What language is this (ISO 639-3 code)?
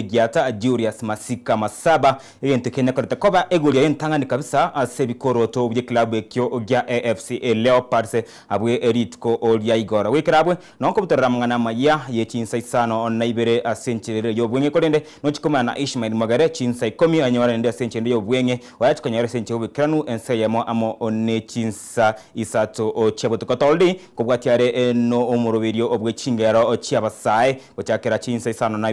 guz